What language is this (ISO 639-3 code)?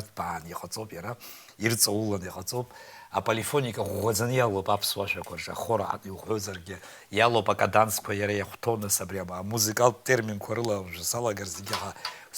abk